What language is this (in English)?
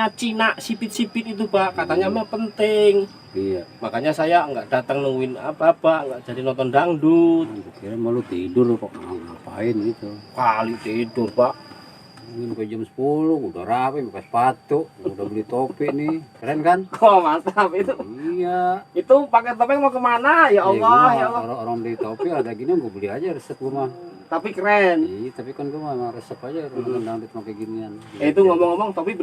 Betawi